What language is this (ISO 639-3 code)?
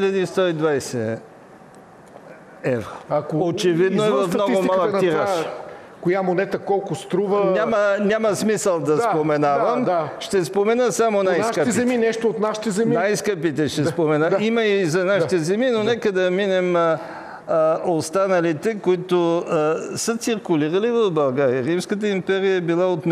bul